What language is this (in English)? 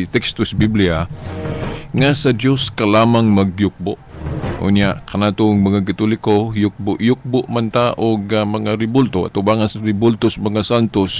Cebuano